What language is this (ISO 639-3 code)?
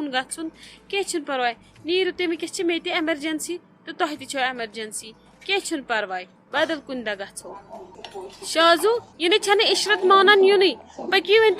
kas